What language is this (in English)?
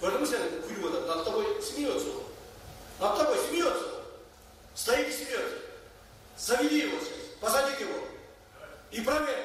Kyrgyz